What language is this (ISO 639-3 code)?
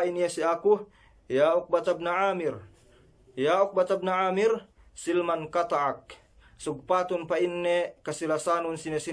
yka